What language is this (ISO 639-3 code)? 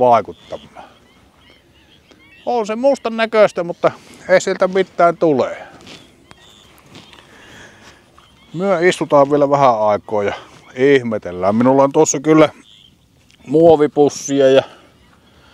fin